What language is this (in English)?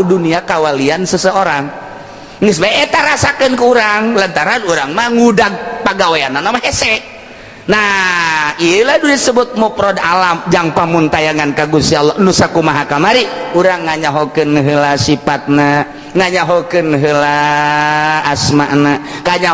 Sundanese